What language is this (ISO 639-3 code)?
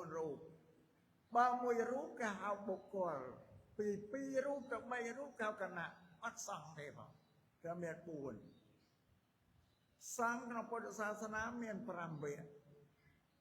khm